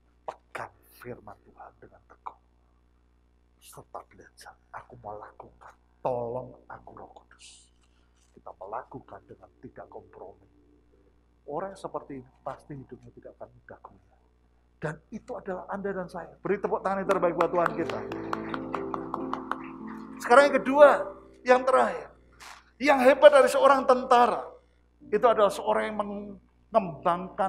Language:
Indonesian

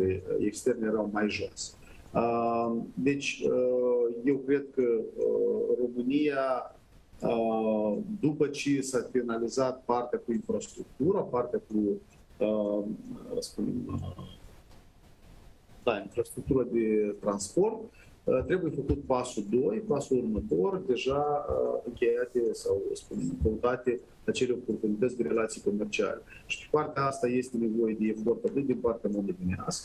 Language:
Romanian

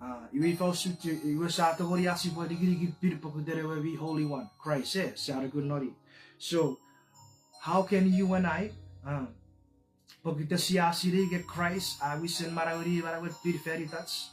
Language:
Chuukese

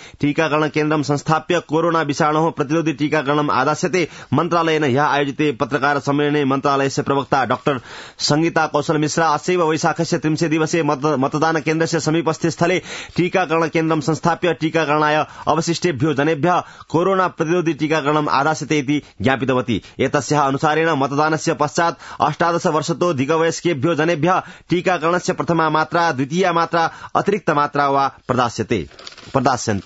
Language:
Sanskrit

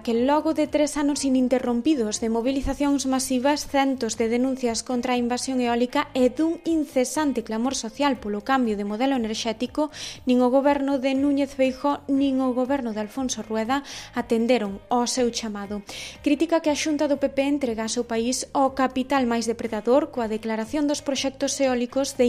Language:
Galician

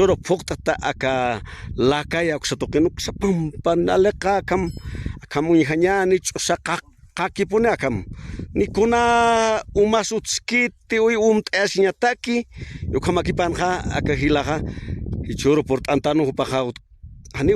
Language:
Aymara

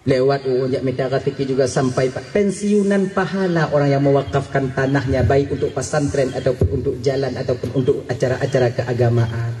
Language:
Achinese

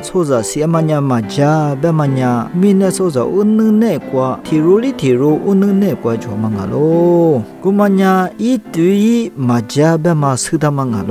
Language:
Lisu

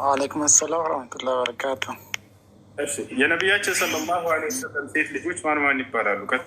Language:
Amharic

